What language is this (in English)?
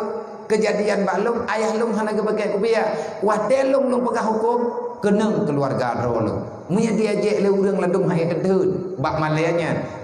Achinese